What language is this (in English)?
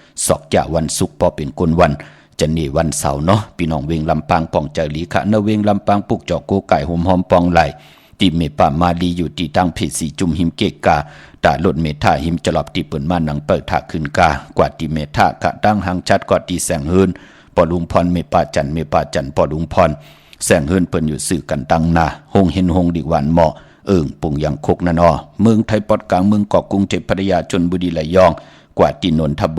Shan